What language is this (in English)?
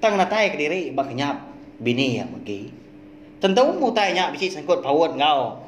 Iban